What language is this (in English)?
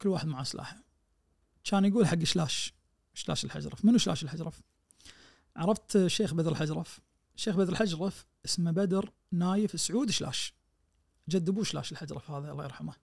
Najdi Arabic